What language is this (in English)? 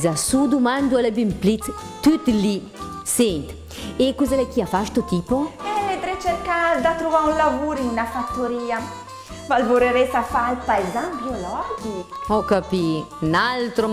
Lombard